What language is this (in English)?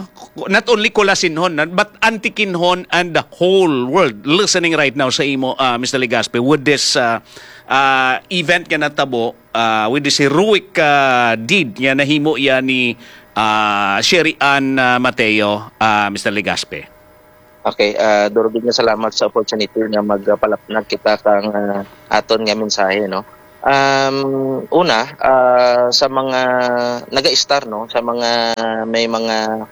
Hiligaynon